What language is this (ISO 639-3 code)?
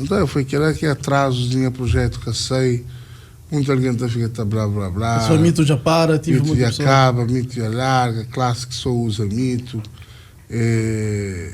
kea